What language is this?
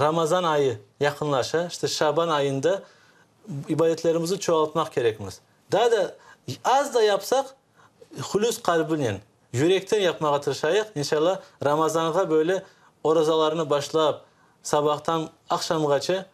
Crimean Tatar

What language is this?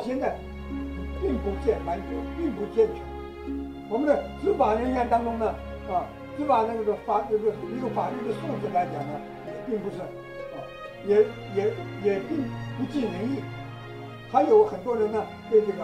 Chinese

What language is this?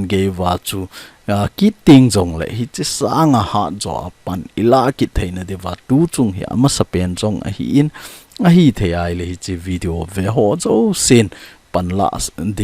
Thado Chin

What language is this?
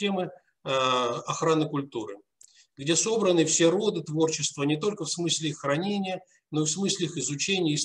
Russian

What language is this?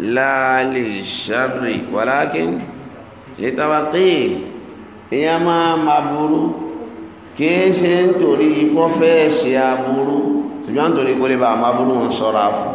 Yoruba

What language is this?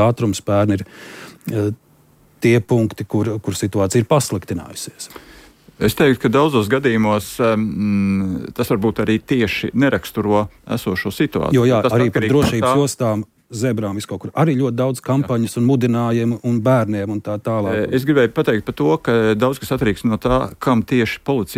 Latvian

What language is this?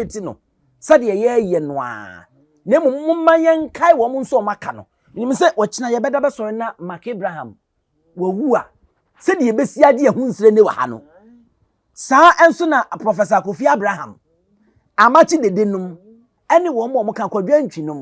Akan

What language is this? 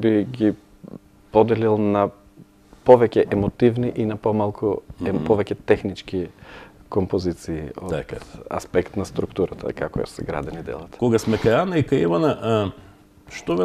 Macedonian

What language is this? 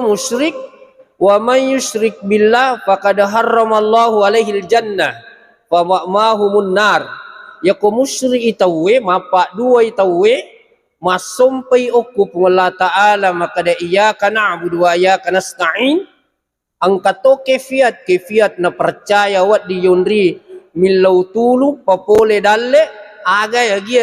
Buginese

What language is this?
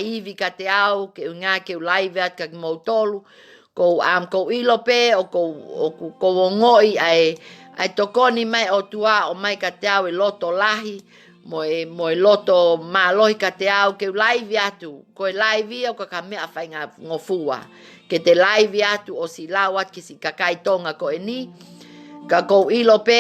Tongan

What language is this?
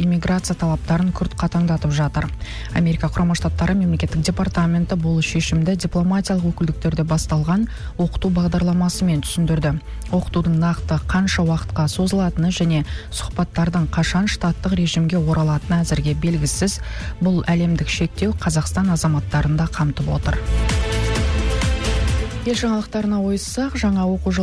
Kazakh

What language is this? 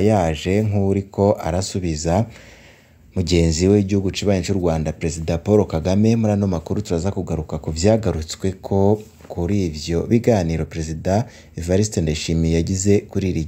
Rundi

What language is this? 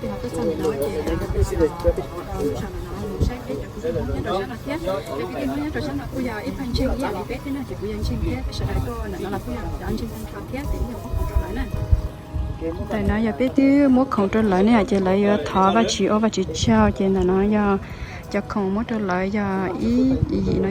Hmong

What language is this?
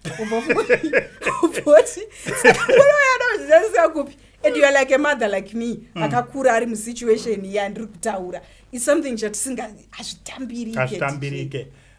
Shona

